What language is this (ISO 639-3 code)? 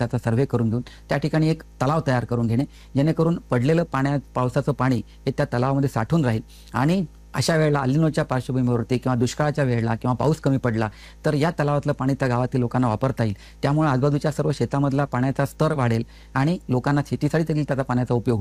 mar